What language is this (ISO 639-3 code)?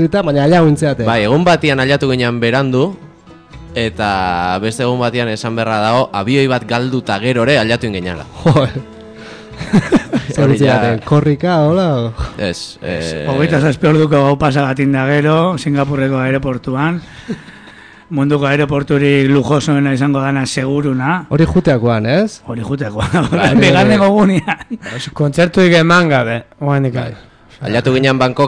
eus